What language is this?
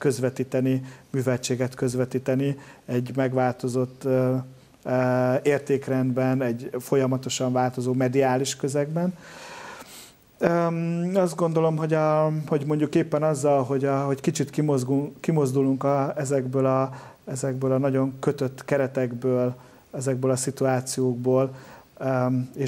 Hungarian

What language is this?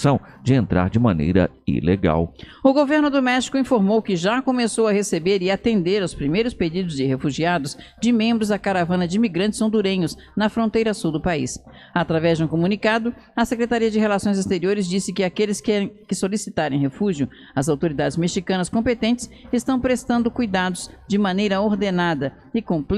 Portuguese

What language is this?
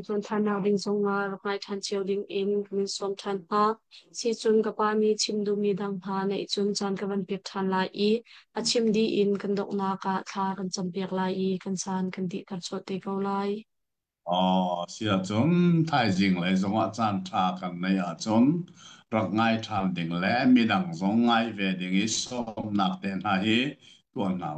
Hakha Chin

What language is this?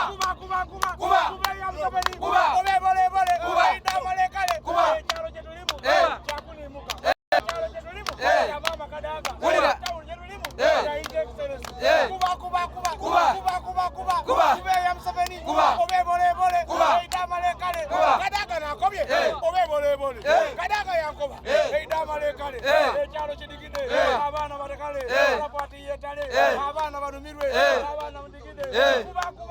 Soga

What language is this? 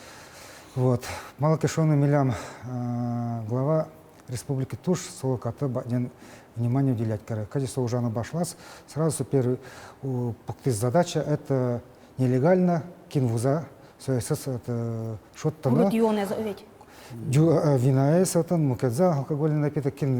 Udmurt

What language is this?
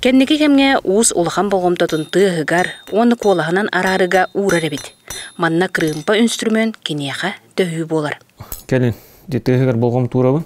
Yakut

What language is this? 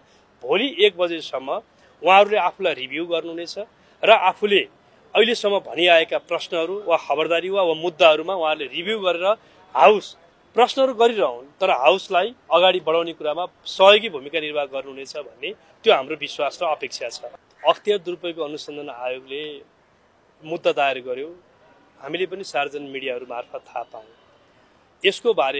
Nepali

